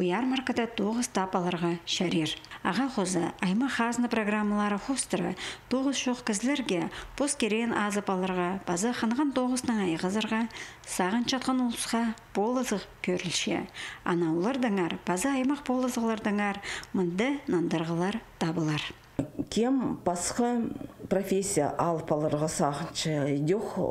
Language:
Khakas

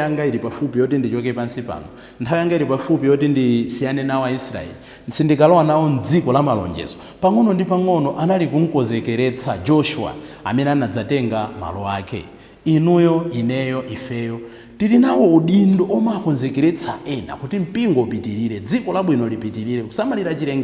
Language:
Nyanja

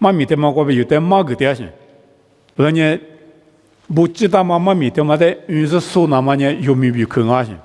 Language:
Lisu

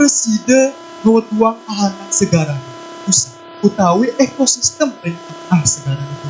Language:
Balinese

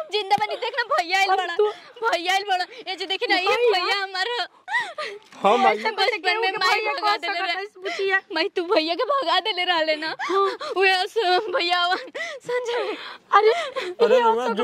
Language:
Bhojpuri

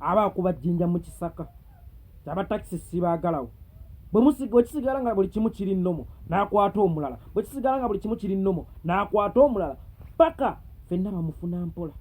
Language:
Ganda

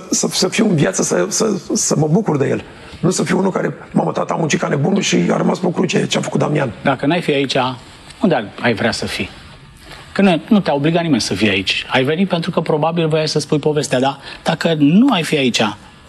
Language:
Romanian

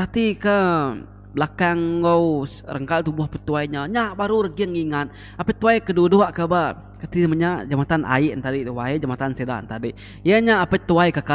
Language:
Iban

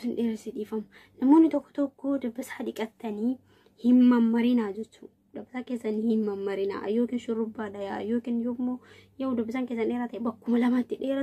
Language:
Oromo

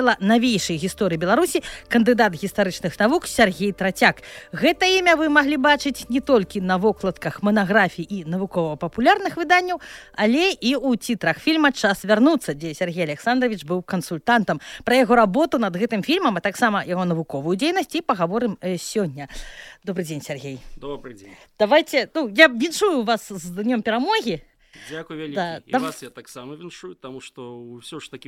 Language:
Belarusian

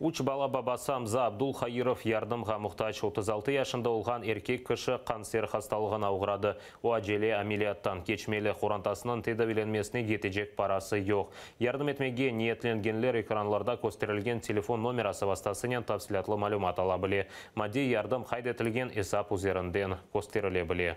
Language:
Crimean Tatar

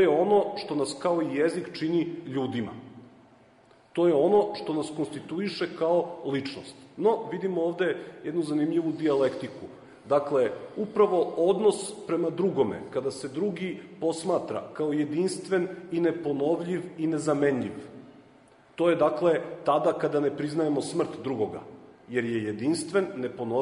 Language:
Serbian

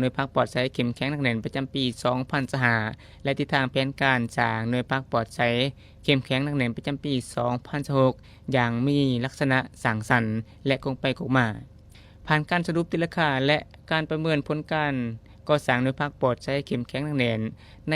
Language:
Lao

